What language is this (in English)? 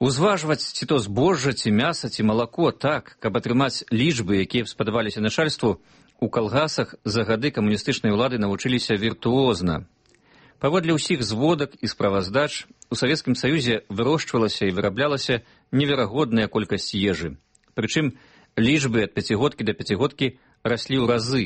Belarusian